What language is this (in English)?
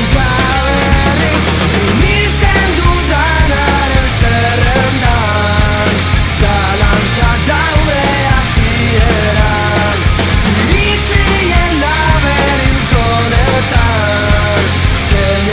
Basque